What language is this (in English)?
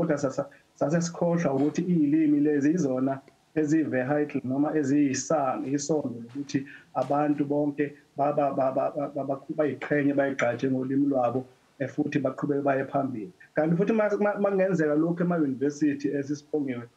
Zulu